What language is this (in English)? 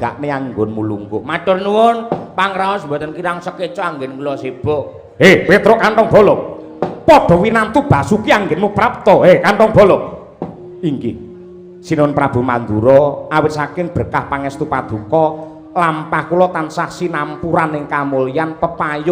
Javanese